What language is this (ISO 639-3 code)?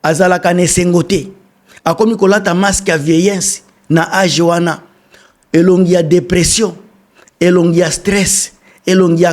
lin